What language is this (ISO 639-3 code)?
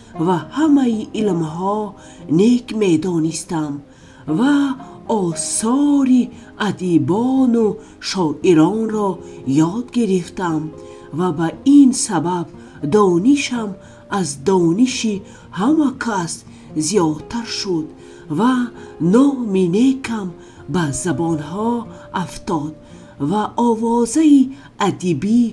tgk